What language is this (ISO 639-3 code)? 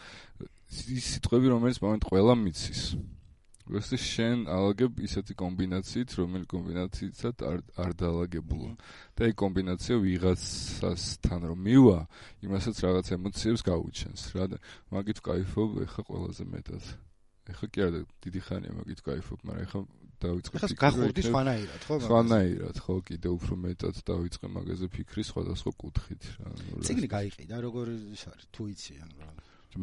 kat